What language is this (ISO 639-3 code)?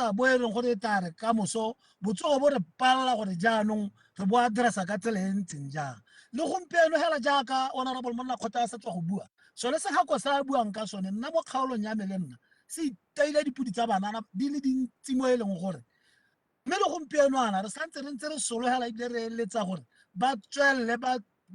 tsn